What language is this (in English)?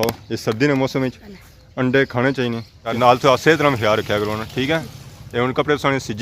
Pahari-Potwari